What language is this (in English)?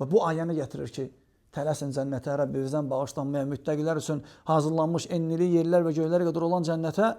Azerbaijani